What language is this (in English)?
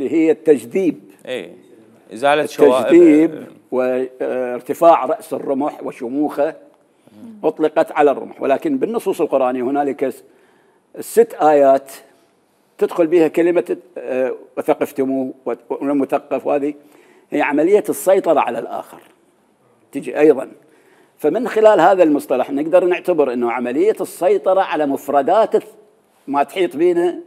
Mesopotamian Arabic